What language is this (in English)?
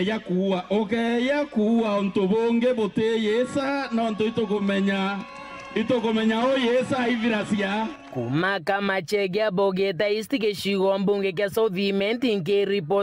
Meru